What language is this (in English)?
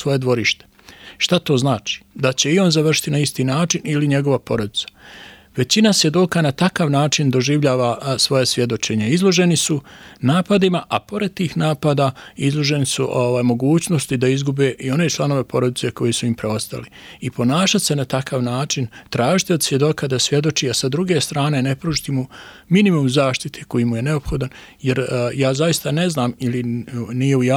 Bosnian